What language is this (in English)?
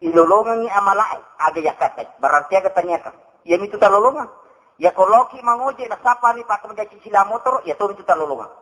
Buginese